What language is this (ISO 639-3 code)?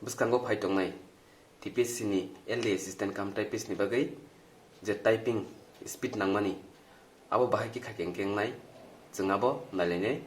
trp